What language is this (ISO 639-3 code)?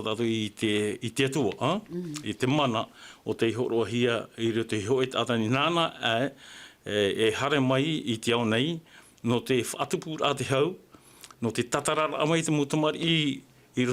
tah